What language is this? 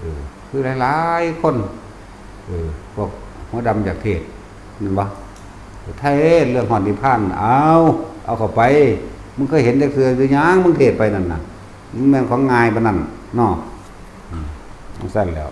Northeastern Thai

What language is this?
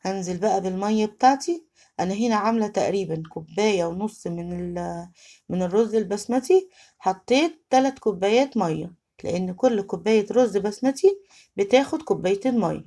Egyptian Arabic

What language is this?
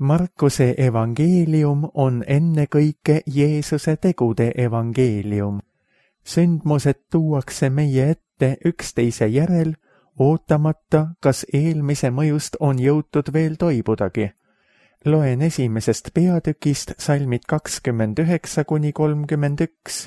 Estonian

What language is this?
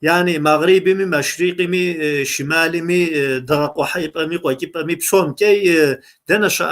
Kabardian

